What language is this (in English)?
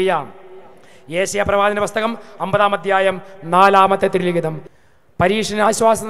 Malayalam